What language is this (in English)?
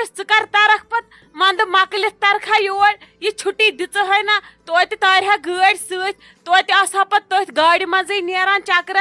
Kashmiri